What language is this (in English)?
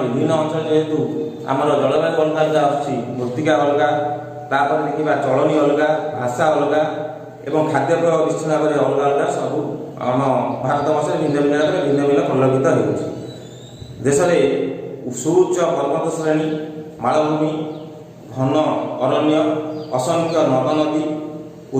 Odia